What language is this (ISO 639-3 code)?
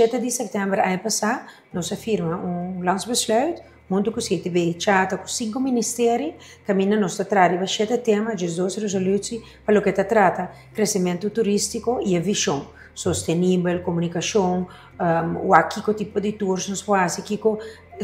pap